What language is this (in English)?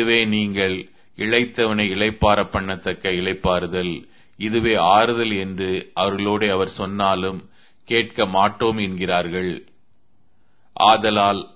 Tamil